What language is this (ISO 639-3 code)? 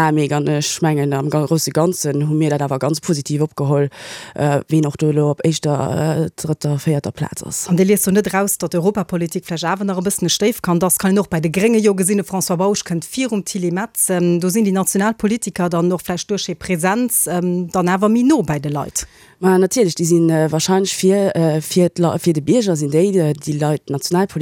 ltz